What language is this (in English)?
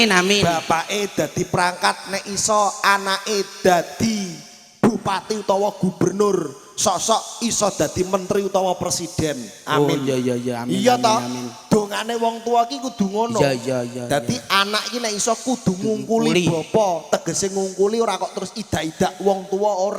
Javanese